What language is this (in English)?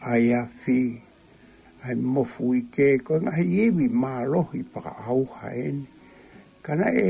Tongan